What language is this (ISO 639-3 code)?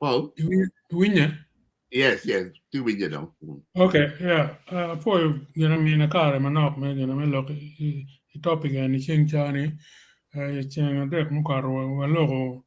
ach